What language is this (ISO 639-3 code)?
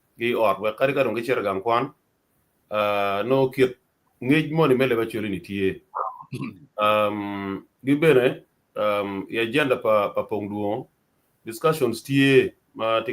ach